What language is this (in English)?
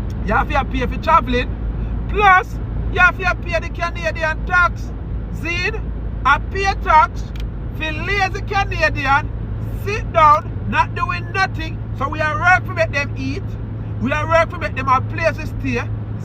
Jamaican Creole English